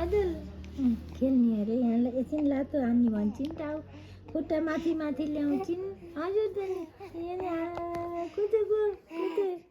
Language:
Nepali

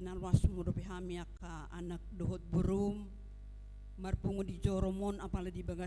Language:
Batak Toba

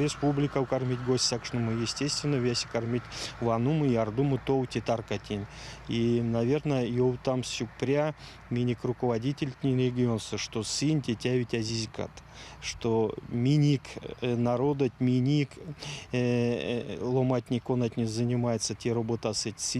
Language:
Erzya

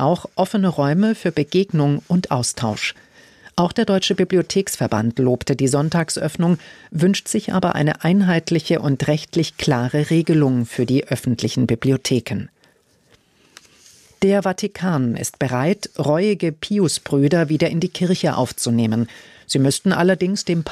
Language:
German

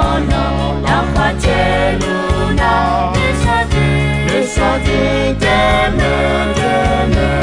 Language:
Akha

